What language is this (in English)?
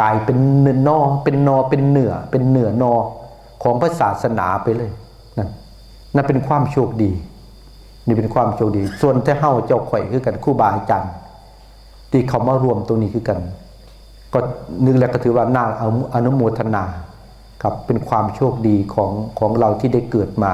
Northeastern Thai